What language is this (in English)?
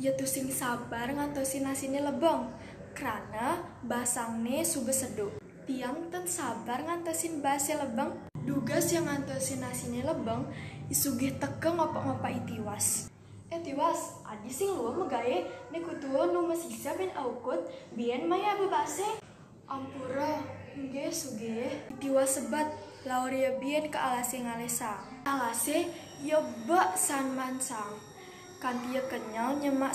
Balinese